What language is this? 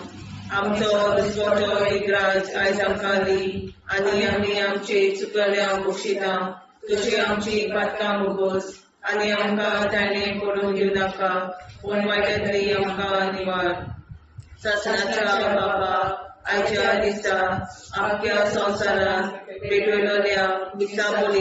Konkani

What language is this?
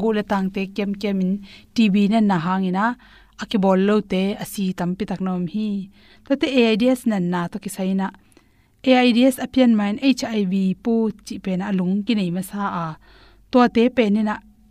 Tedim Chin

